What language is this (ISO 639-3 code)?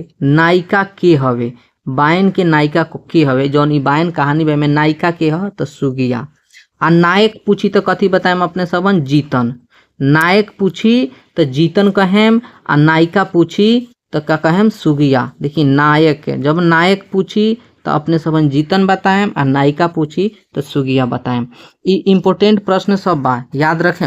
bho